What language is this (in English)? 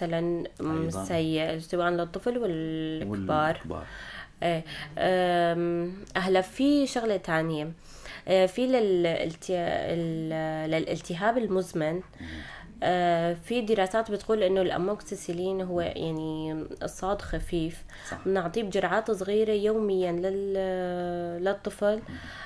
North Levantine Arabic